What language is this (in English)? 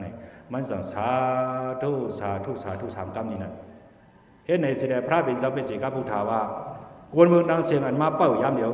Shan